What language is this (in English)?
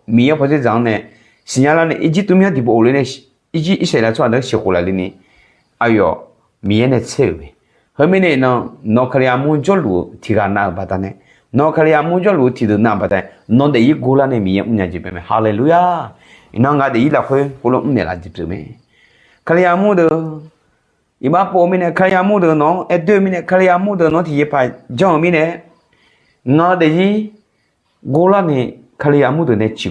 Akha